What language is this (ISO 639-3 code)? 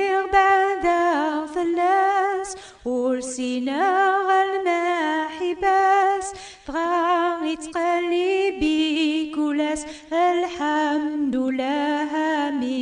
kab